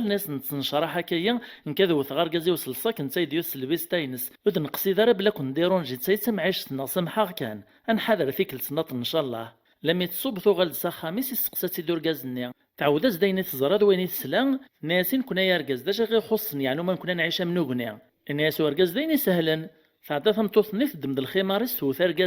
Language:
Kabyle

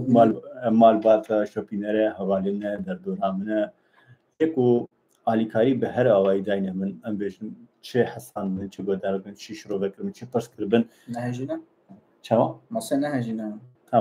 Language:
Kurdish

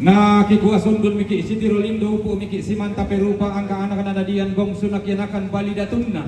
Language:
Toraja-Sa'dan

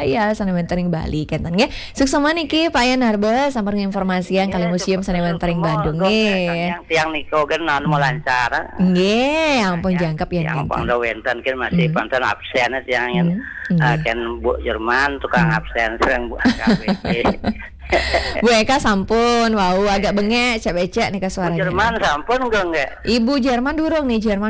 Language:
Balinese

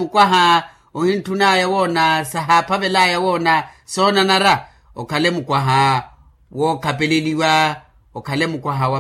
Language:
Makhuwa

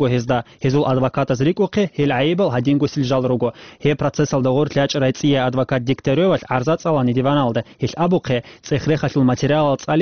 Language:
Avaric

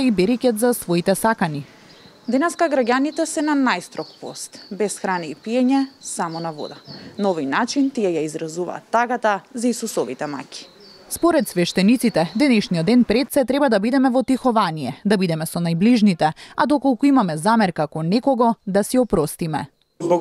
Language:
Macedonian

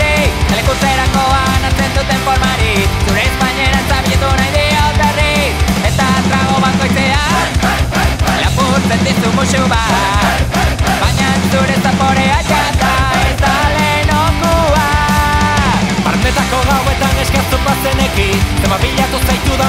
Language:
Basque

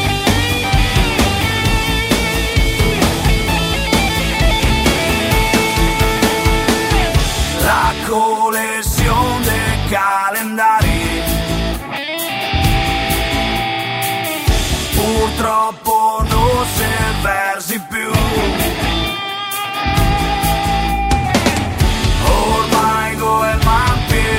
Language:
Italian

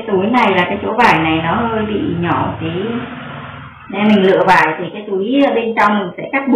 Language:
Vietnamese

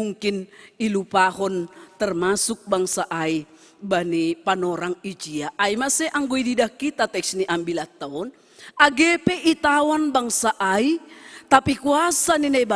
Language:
Batak Simalungun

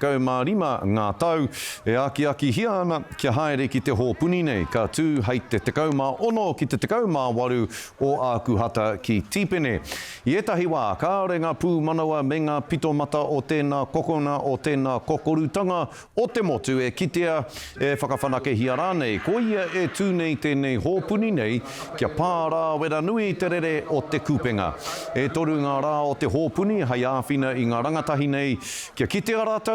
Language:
Māori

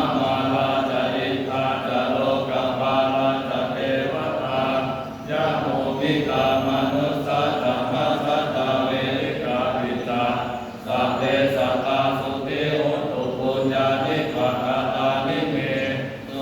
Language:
Pali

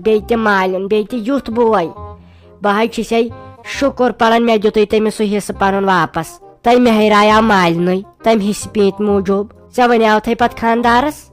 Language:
Kashmiri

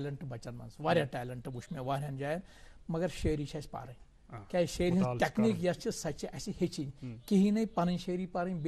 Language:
Kashmiri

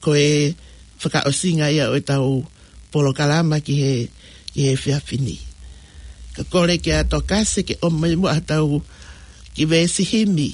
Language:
Tongan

